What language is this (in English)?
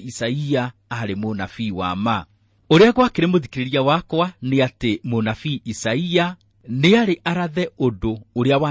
Kikuyu